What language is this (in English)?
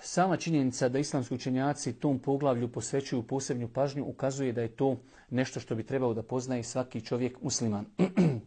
Bosnian